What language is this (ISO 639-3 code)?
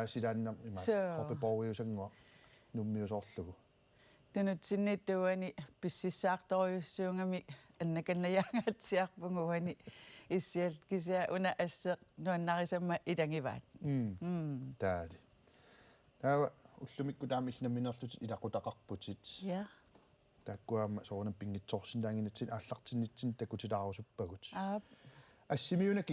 kal